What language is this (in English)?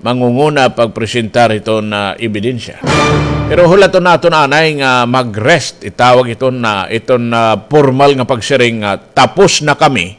Waray